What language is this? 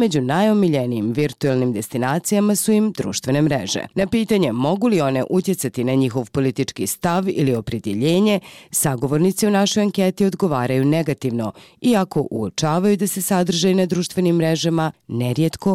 Bosnian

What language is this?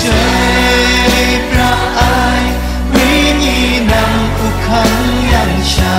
Kachin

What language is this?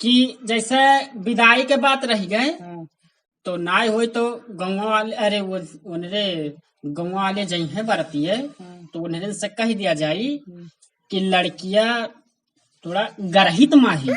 Awadhi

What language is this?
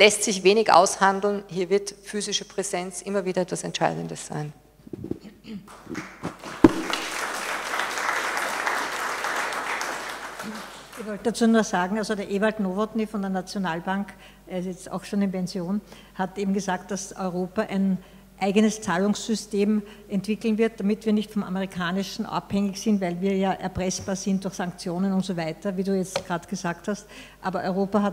German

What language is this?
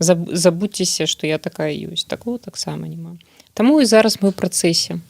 Belarusian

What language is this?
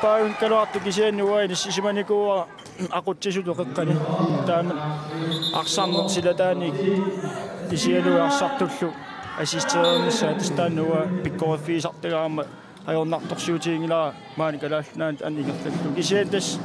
Kalaallisut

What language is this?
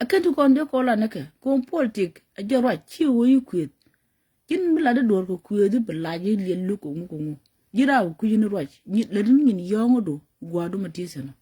Nuer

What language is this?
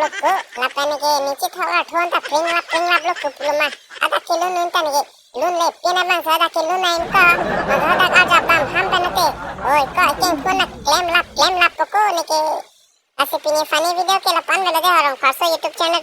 Karbi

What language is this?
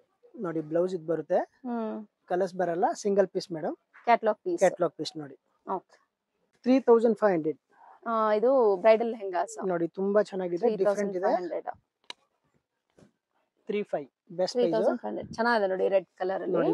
Kannada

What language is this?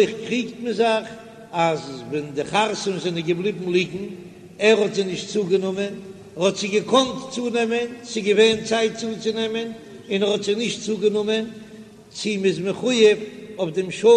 Yiddish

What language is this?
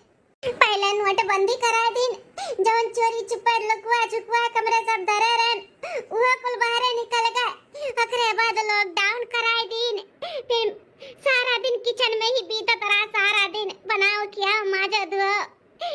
Awadhi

